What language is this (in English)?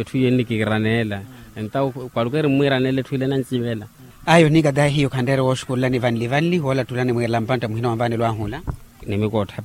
Makhuwa